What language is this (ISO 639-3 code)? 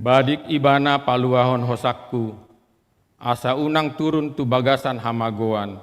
bbc